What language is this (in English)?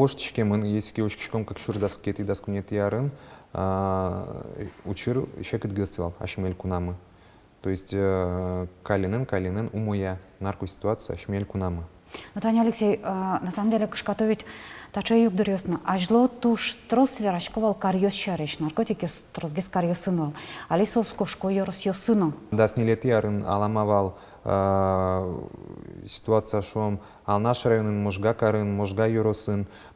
Udmurt